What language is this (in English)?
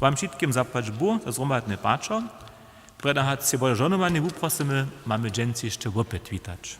Upper Sorbian